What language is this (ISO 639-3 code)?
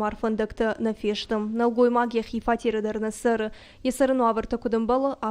oss